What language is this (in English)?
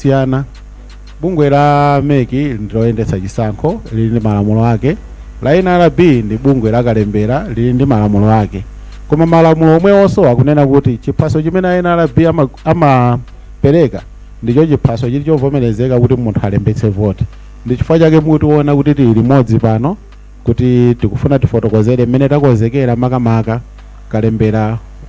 Nyanja